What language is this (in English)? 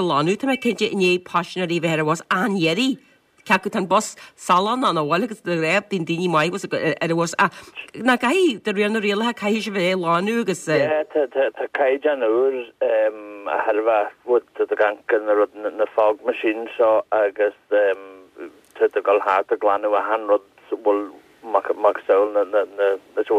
Irish